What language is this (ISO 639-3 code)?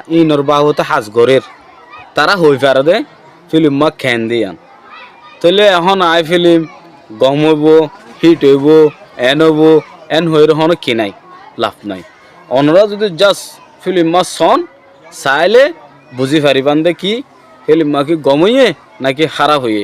rhg